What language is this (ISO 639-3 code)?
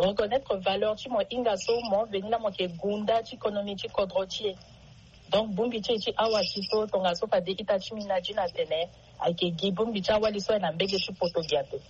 sag